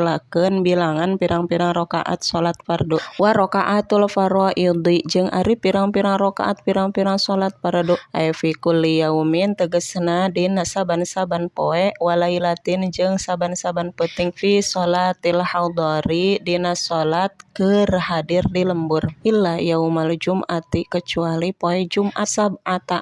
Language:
Sundanese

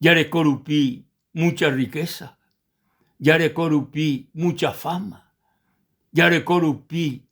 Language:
Guarani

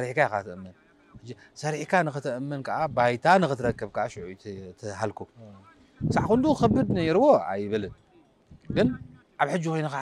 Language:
Tigrinya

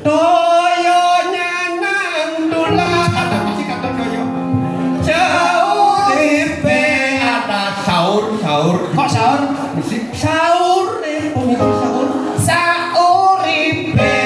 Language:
Balinese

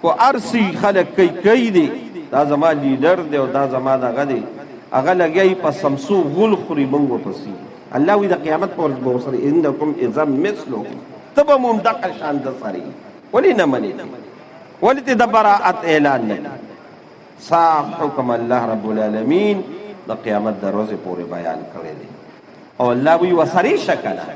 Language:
Pashto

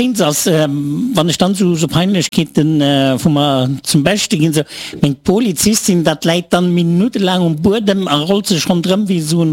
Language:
Luxembourgish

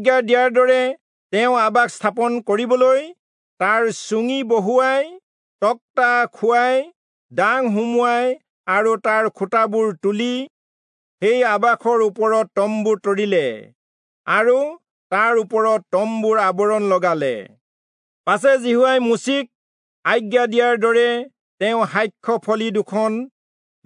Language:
Assamese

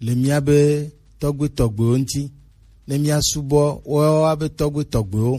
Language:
Gen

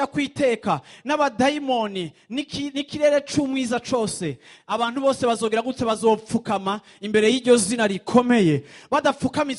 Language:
Rundi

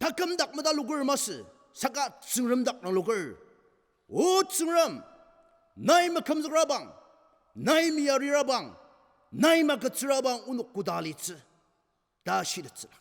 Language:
Ao Naga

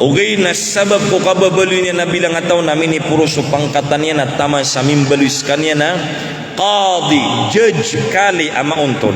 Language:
Maranao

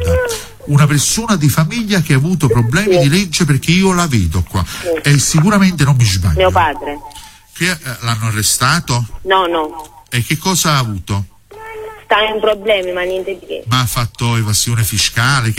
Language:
Italian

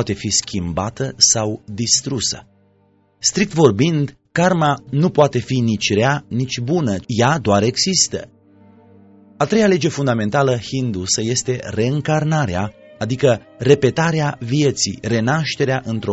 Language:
Romanian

